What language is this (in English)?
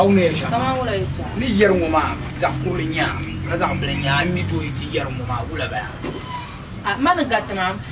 Dagbani